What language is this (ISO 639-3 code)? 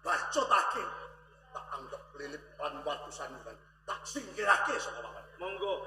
jav